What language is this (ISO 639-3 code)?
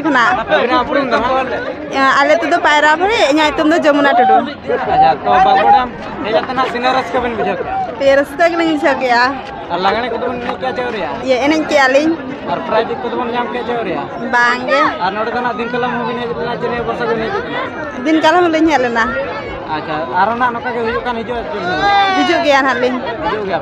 sat